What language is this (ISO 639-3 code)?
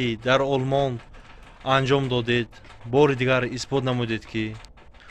tgk